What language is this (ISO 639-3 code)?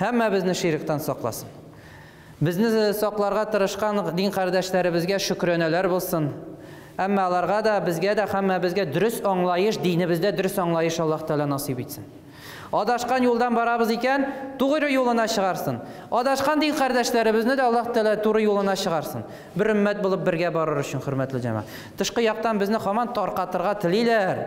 tat